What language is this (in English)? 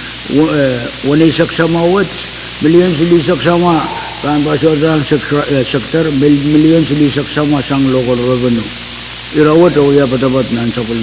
Pohnpeian